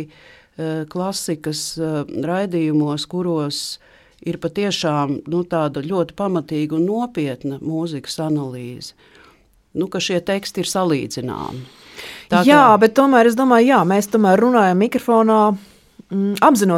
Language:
Latvian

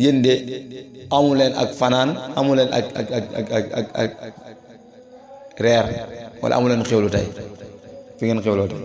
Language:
Wolof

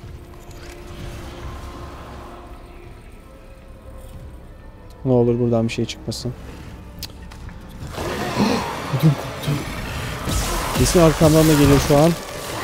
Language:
Turkish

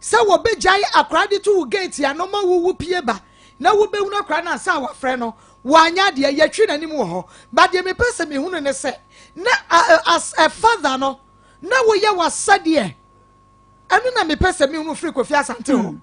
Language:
Akan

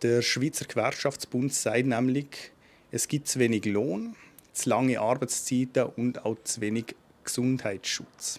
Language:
Swiss German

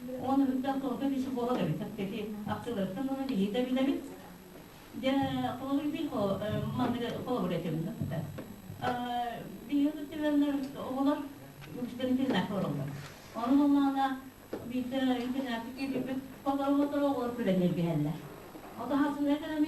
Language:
Yakut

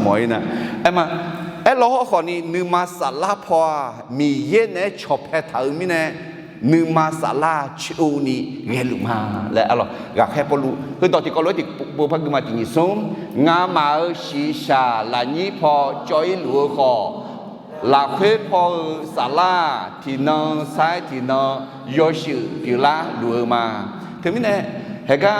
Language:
Akha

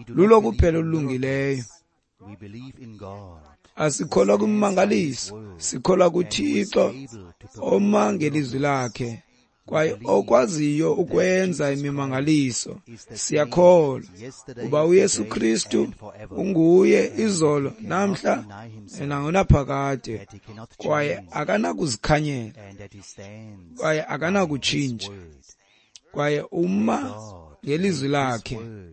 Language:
Xhosa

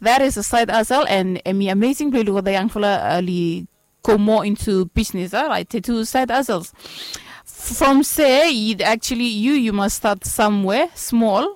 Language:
Bislama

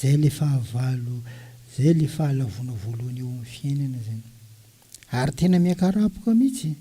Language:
Malagasy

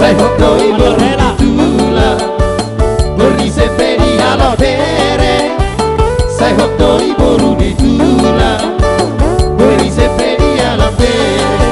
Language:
Batak Toba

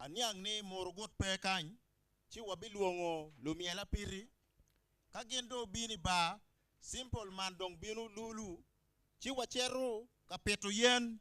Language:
Acoli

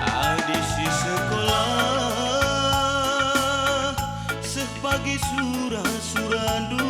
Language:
Batak Karo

